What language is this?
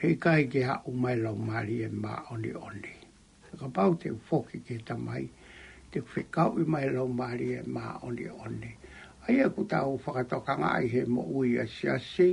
Tongan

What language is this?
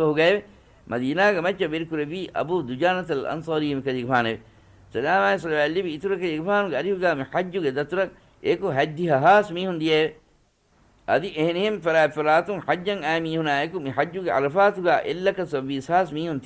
Divehi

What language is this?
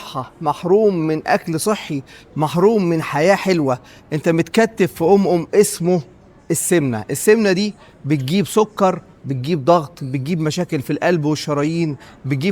Egyptian Arabic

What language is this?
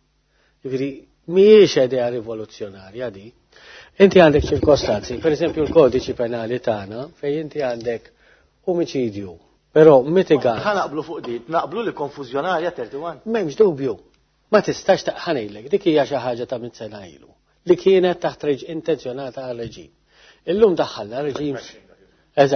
Maltese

